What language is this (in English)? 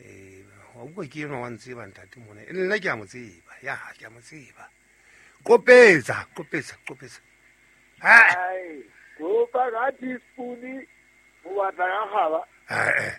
Southern Sotho